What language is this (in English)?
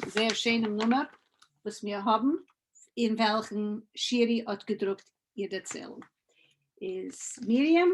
Yiddish